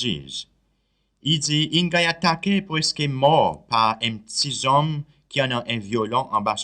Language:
Seselwa Creole French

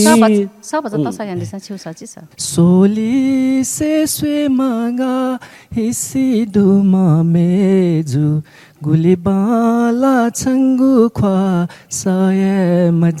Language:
Newari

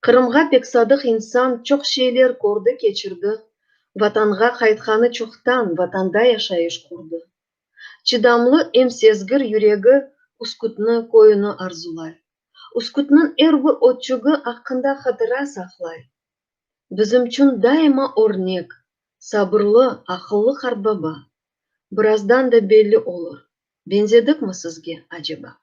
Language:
Crimean Tatar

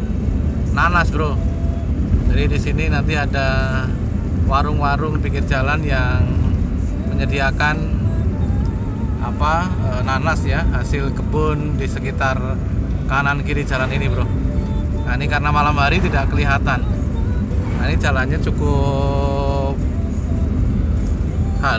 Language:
Indonesian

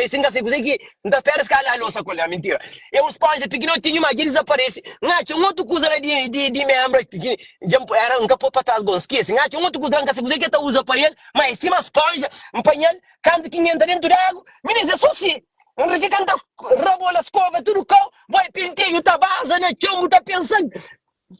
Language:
Kabuverdianu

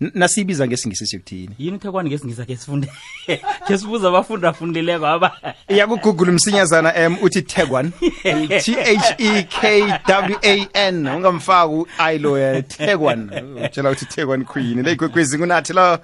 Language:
South Ndebele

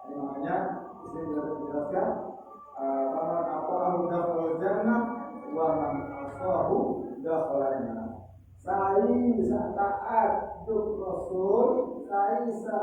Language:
Sasak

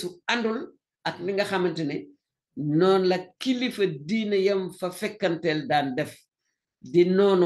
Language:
Wolof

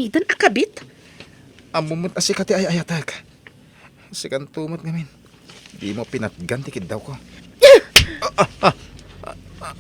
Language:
Iloko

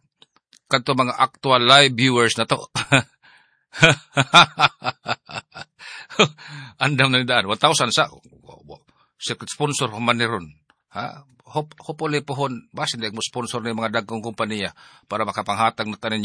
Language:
Cebuano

